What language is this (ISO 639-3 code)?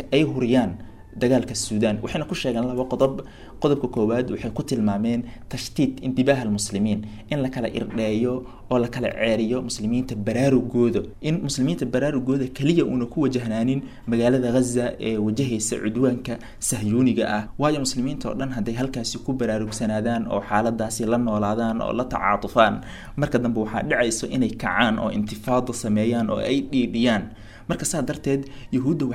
som